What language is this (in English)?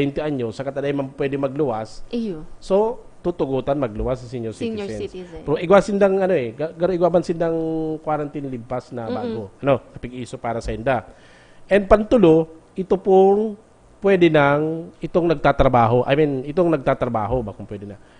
Bikol